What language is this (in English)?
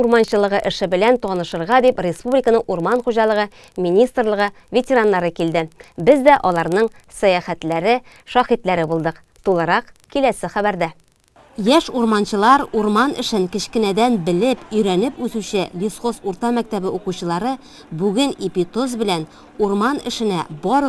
Tatar